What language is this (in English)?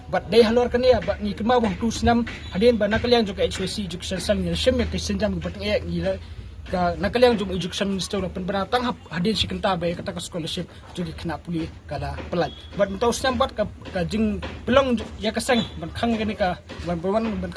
Khasi